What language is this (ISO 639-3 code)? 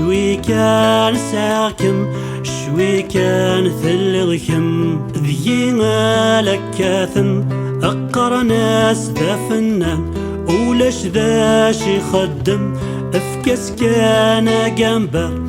kab